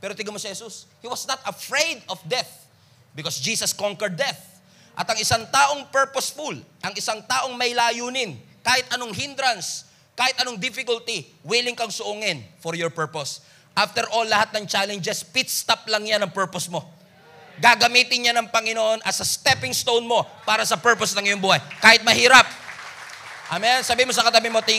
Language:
Filipino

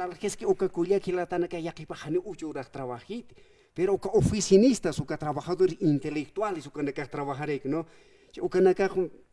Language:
Aymara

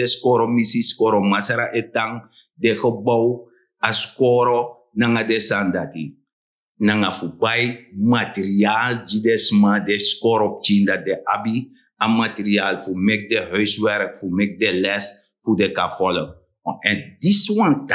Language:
Sranan Tongo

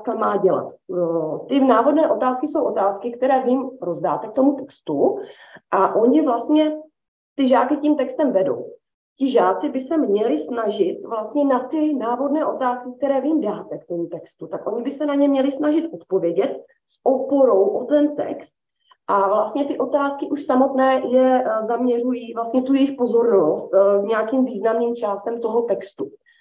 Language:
Czech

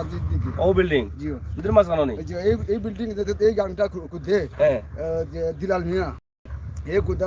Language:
Sylheti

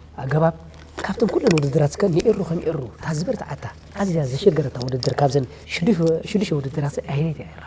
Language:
Tigrinya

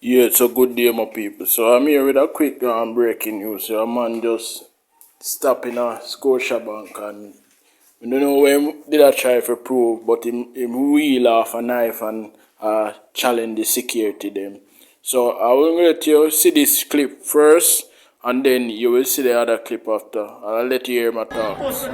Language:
Jamaican Creole English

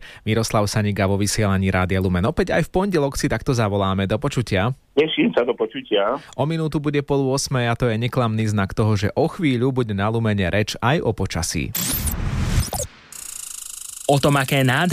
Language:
Slovak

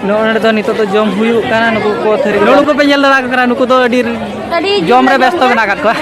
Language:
Santali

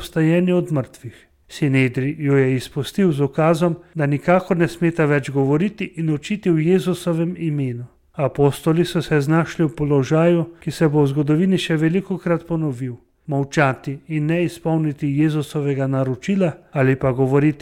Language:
Slovenian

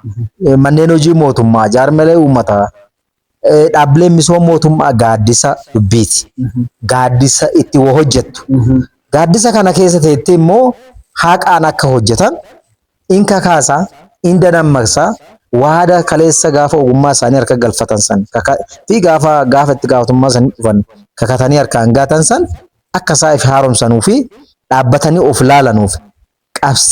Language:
Oromo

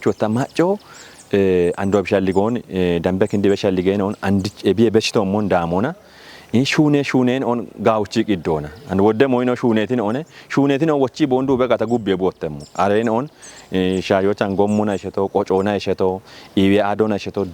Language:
Kafa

